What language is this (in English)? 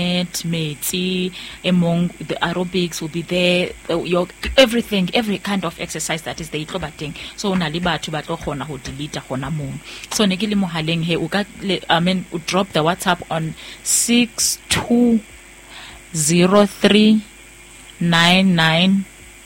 Southern Sotho